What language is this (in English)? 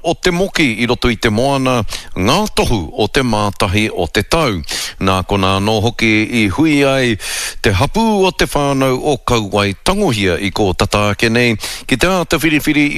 Māori